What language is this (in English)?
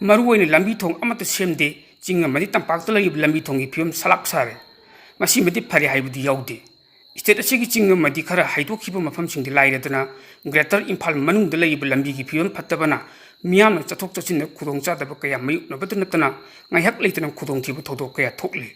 Manipuri